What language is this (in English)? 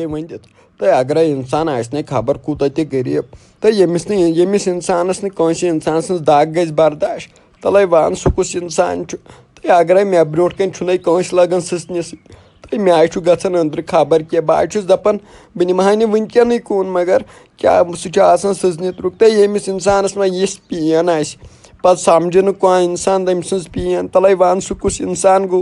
Kashmiri